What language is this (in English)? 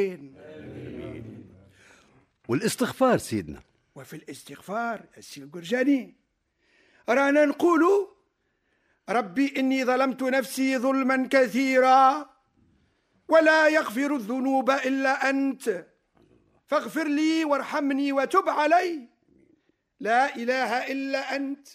Tunisian Arabic